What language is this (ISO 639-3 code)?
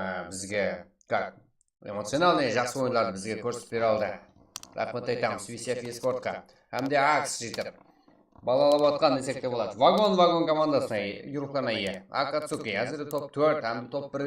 kaa